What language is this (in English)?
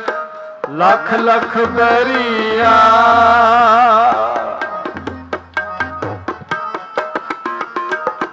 Punjabi